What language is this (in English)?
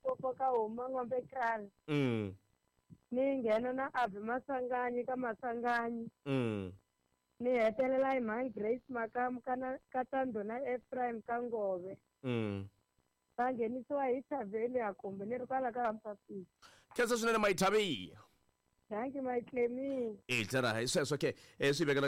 Tsonga